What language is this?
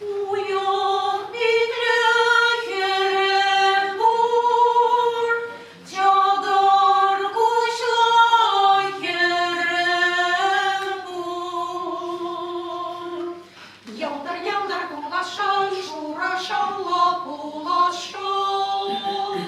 Chuvash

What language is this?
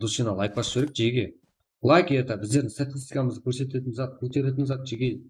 Kara-Kalpak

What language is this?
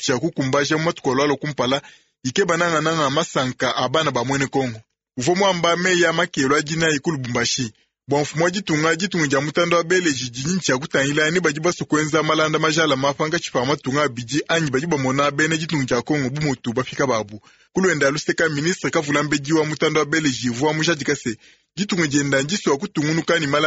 Luba-Lulua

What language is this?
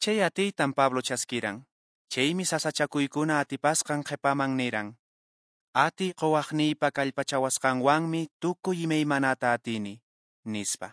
Quechua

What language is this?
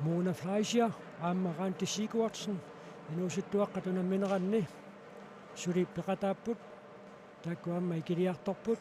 Kalaallisut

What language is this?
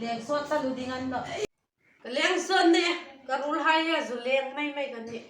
Hmar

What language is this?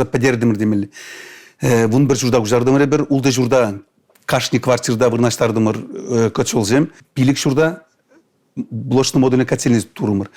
Chuvash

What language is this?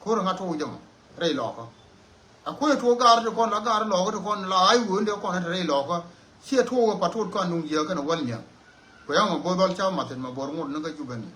Nuer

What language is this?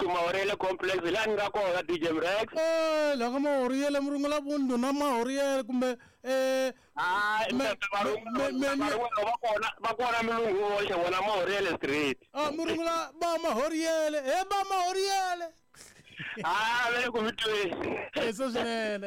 Tsonga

